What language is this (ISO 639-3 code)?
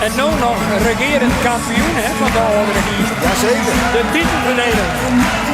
fry